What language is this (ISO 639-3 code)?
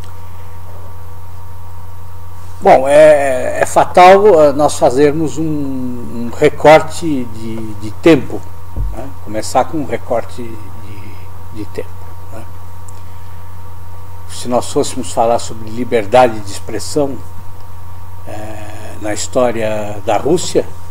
por